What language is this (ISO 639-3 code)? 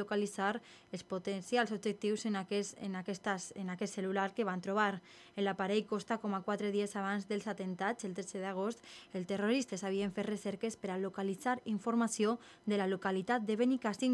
cat